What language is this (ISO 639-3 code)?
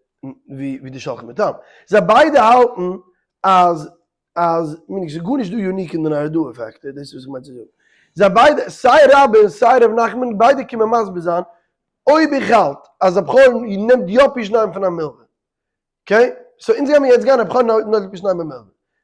yid